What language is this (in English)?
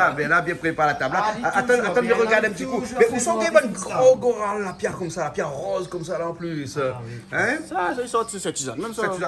Réunion Creole French